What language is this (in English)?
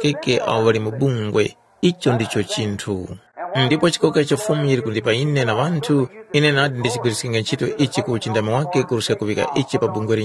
Tumbuka